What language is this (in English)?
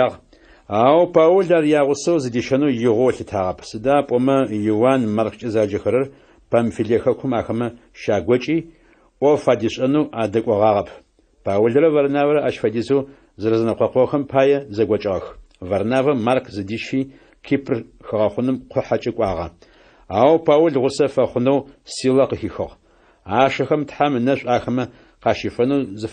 Adyghe